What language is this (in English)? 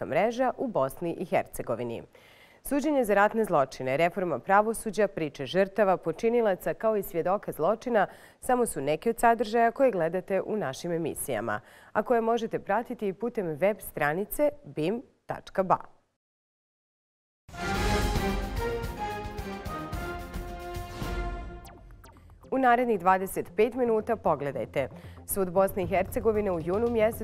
Bosnian